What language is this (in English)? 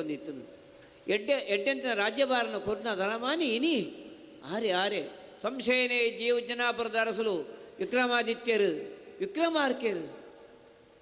Tulu